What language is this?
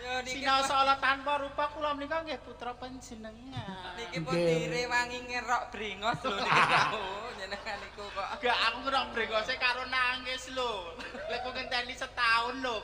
Javanese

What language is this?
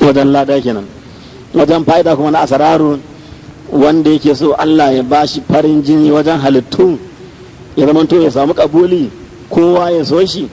Hausa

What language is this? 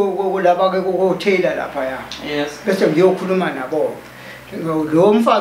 Zulu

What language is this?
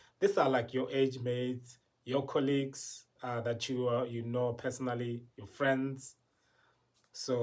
Tswana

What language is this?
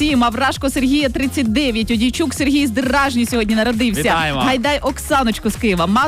Ukrainian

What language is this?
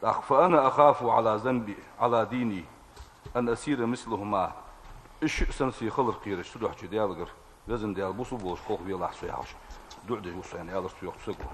Ingush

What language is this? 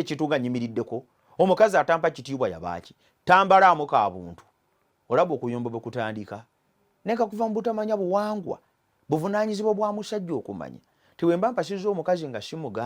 Ganda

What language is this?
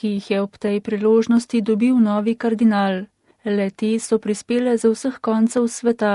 Slovenian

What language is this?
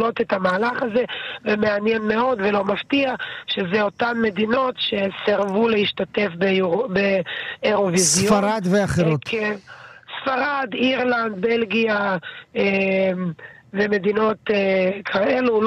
Hebrew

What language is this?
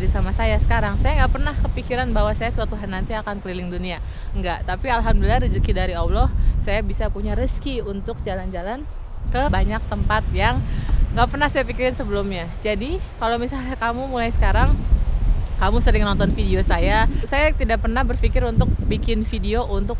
Indonesian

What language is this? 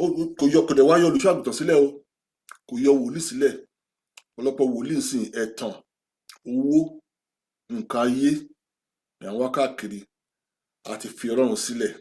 Yoruba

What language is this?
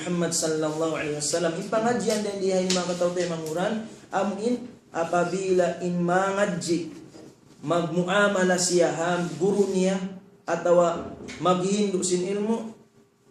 Tausug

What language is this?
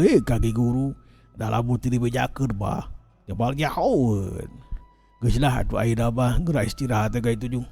Sundanese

